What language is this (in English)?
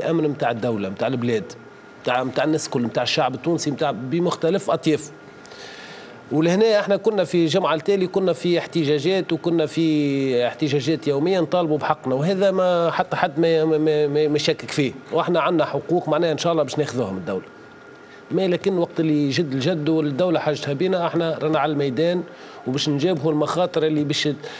Tunisian Arabic